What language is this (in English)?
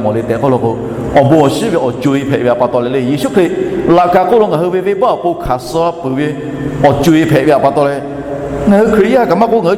Lahu